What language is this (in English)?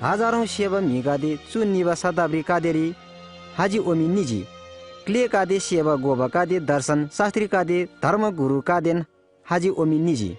Eastern Tamang